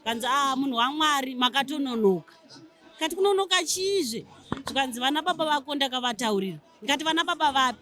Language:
Shona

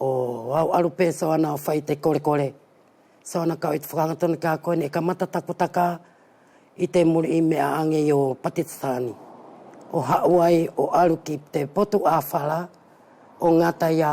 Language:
Wallisian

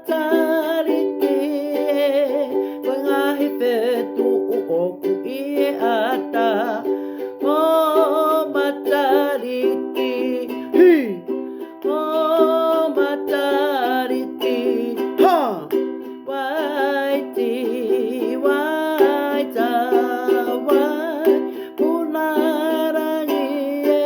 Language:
Tongan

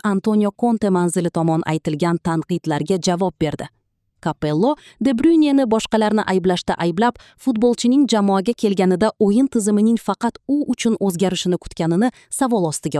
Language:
Uzbek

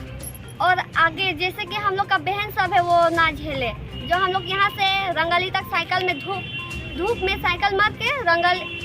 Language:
Sadri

